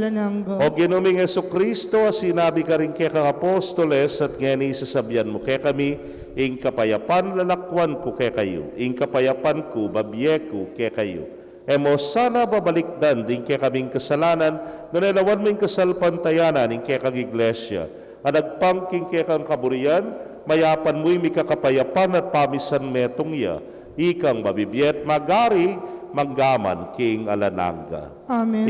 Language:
Pampanga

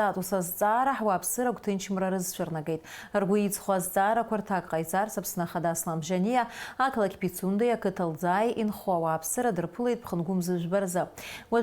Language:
Abkhazian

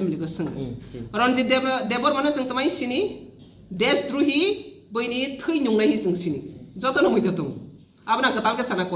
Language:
Kok Borok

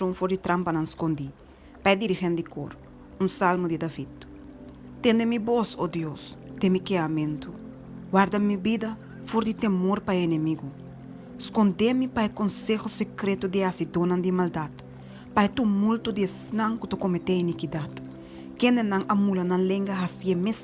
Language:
Papiamento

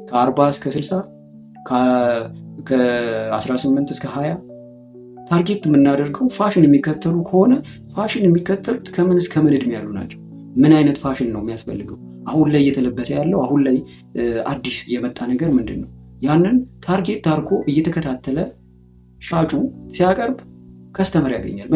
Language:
Amharic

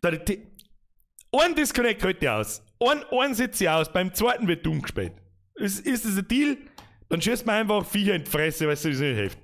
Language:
Bavarian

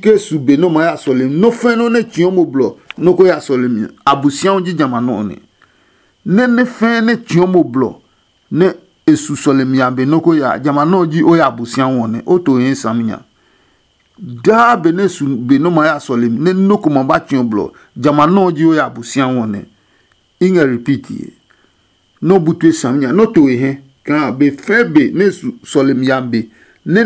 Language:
Adangme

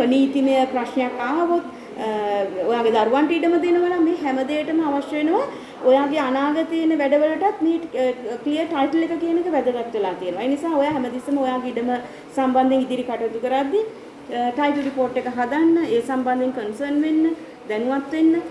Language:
Sinhala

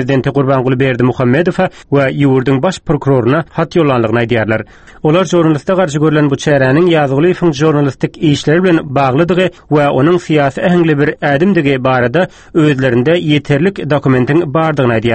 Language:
Turkmen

